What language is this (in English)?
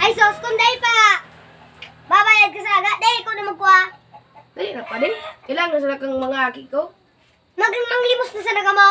Bikol